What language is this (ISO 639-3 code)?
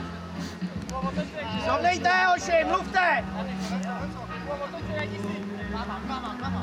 ces